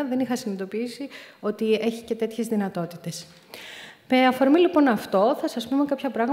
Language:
Greek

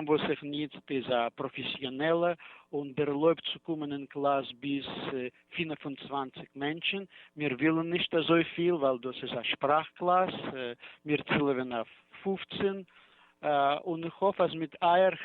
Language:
Yiddish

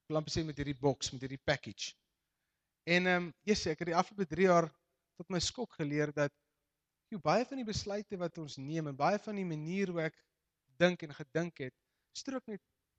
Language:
Afrikaans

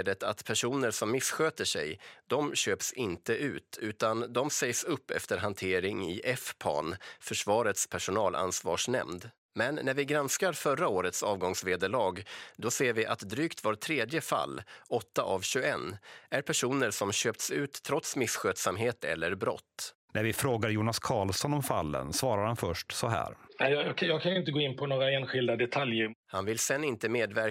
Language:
Swedish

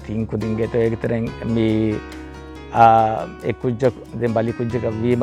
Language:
Divehi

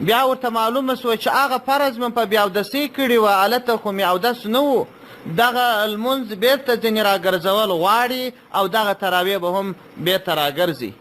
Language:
Pashto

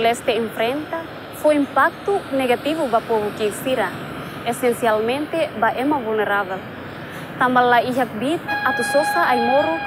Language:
Tetum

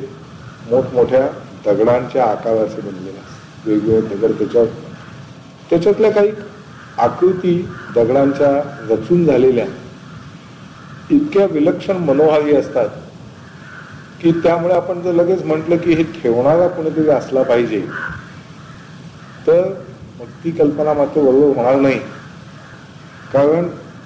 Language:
Marathi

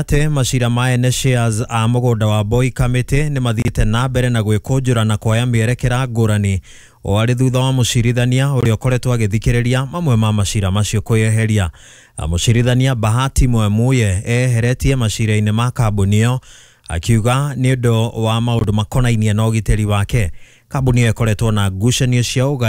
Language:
Kikuyu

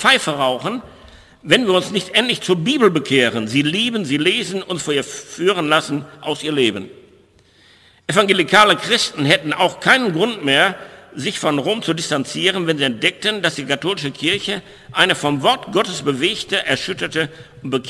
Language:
German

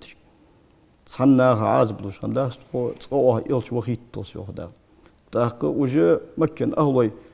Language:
Ingush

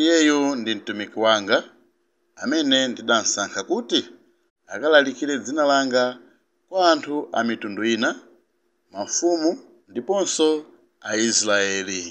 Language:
Nyanja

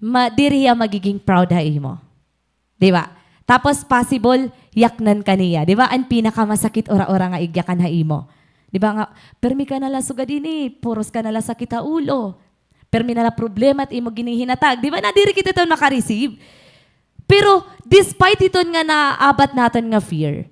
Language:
Waray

